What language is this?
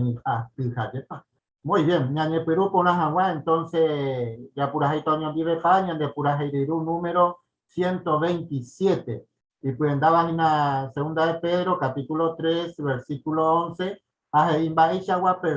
Guarani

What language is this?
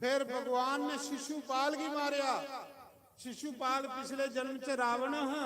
Dogri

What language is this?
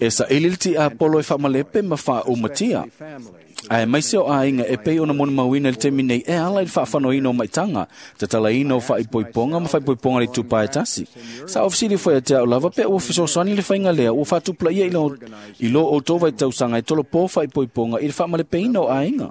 Samoan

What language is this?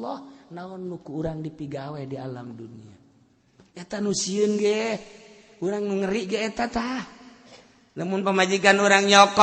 Sundanese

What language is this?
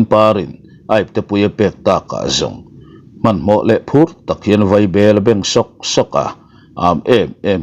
Mizo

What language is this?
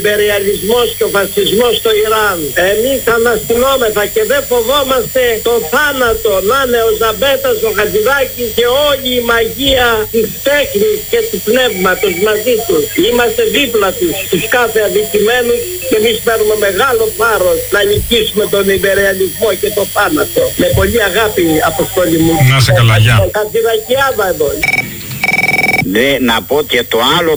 Greek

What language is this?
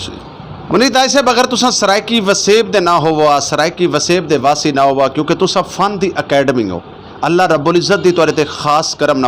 Saraiki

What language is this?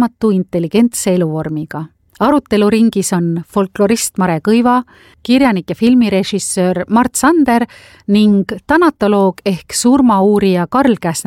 Estonian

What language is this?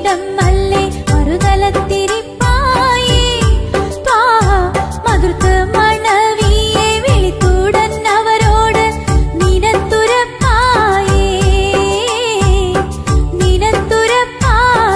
Malayalam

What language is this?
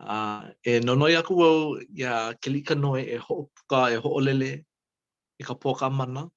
Hawaiian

